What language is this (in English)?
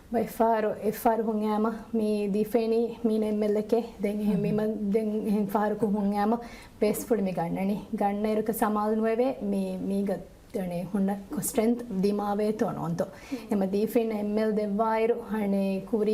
Divehi